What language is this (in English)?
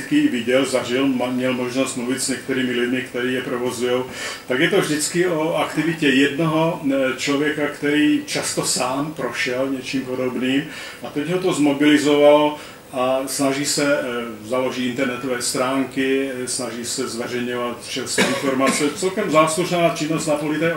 Czech